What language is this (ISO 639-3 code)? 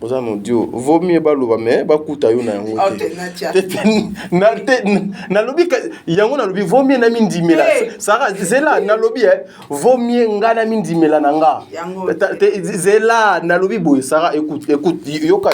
lin